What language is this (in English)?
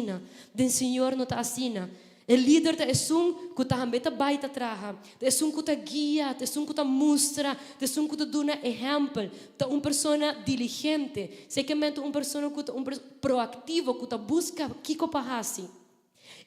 Papiamento